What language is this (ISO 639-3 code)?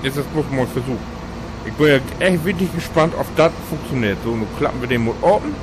nds